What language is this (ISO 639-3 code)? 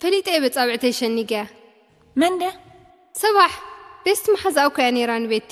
tir